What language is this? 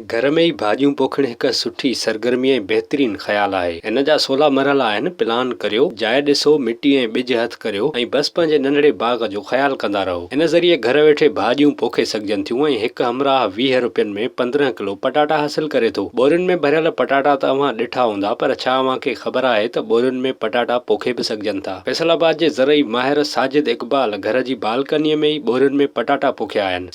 Sindhi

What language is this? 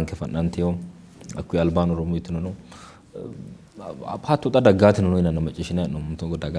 Sidamo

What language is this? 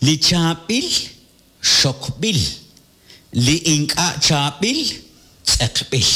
Kekchí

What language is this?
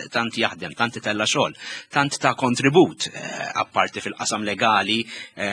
Maltese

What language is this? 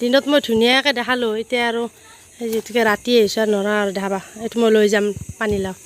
Assamese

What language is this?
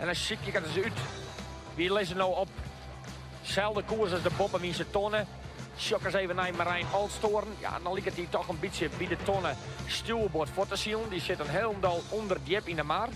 Western Frisian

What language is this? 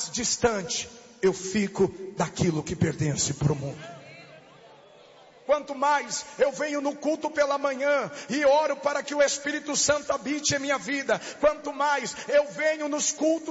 Portuguese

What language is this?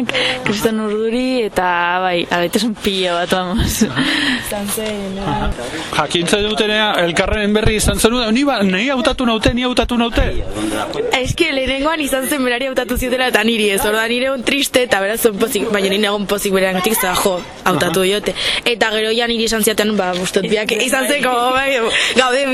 Basque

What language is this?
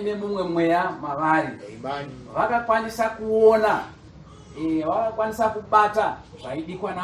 Shona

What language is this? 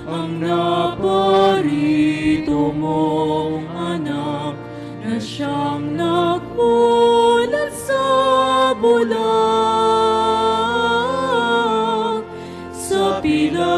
Filipino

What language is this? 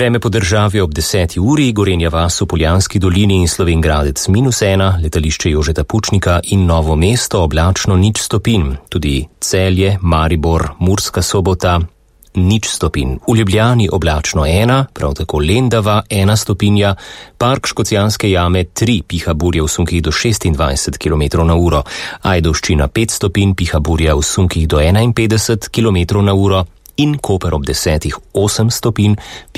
Slovenian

